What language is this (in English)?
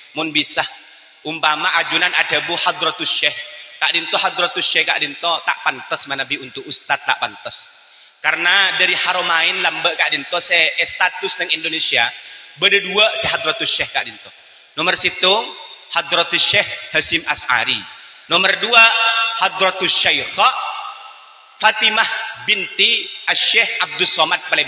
Madurese